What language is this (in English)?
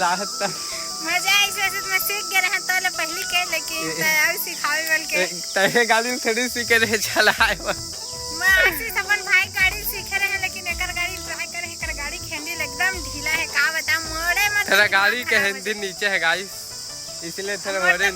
Chhattisgarhi